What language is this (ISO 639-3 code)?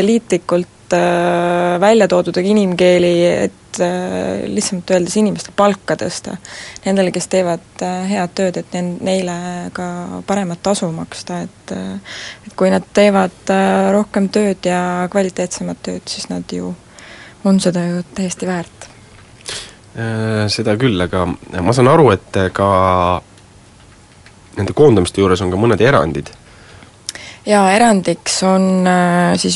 est